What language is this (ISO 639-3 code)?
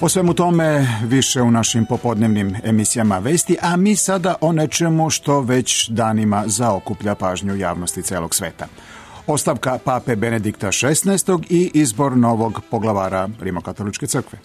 srp